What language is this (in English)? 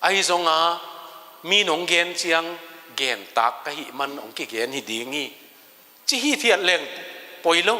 Tedim Chin